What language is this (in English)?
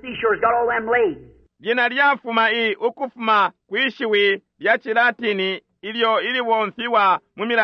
Bemba